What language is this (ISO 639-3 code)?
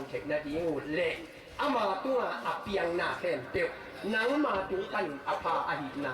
ctd